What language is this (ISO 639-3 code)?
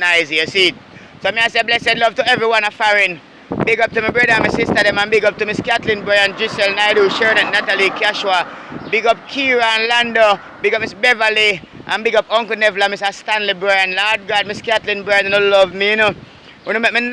jam